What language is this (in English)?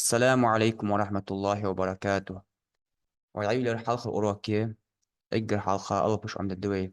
Ingush